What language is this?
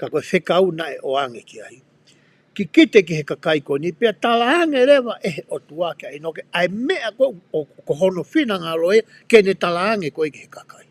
Tongan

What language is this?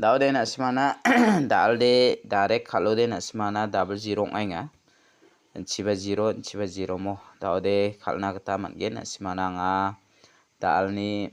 Garo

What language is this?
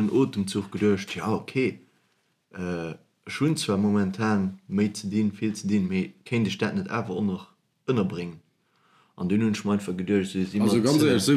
Luxembourgish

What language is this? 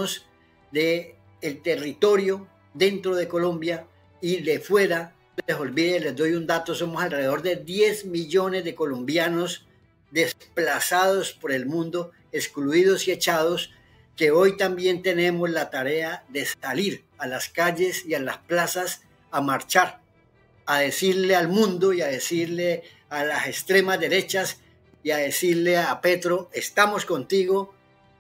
Spanish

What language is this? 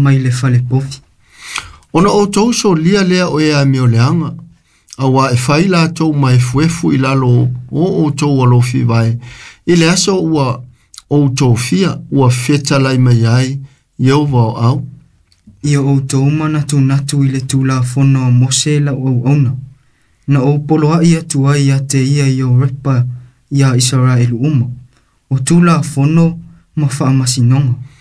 Samoan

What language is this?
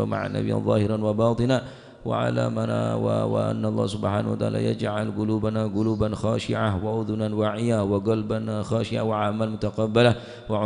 Madurese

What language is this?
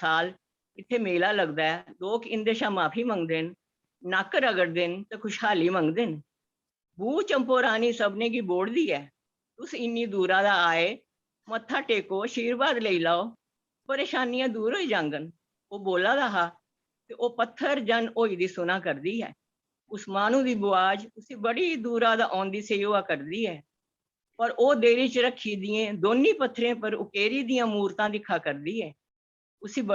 Dogri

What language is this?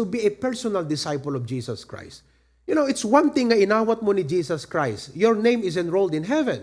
Iloko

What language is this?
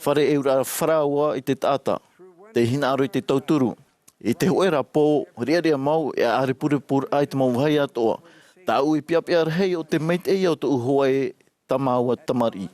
Tahitian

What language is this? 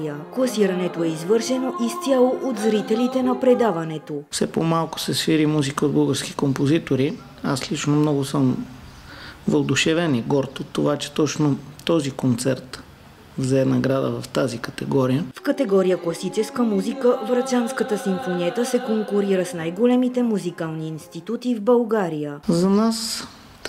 Bulgarian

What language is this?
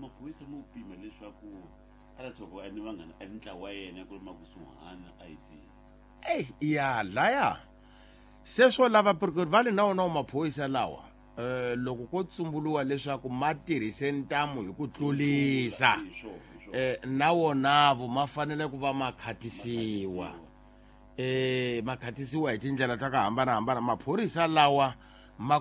Tsonga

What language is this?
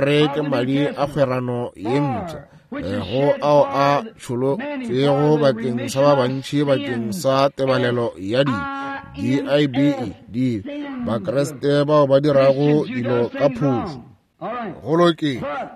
Northern Sotho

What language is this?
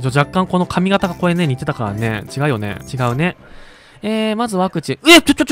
Japanese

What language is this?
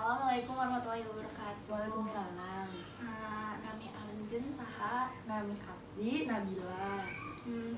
Sundanese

